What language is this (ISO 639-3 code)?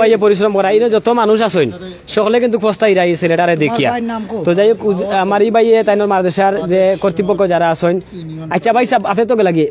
syl